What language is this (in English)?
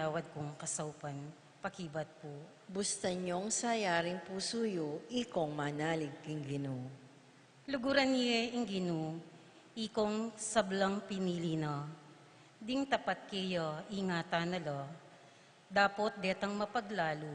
Pampanga